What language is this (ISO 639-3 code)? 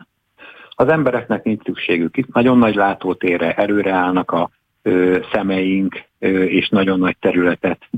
hun